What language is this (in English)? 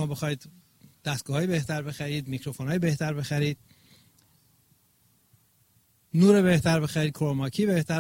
Persian